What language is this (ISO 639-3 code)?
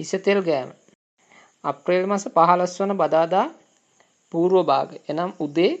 sin